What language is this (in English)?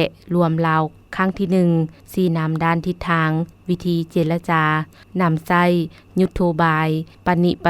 Lao